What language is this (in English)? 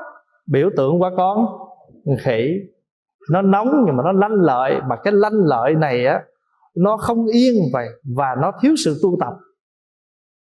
Vietnamese